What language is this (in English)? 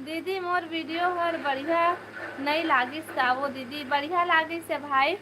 Chhattisgarhi